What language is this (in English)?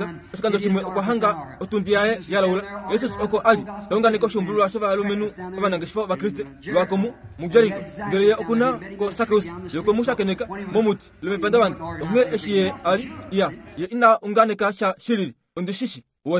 Kuanyama